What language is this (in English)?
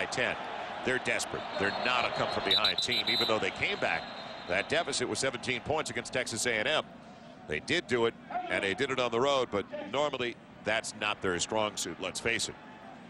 English